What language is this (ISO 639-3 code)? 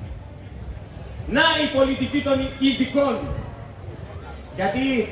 ell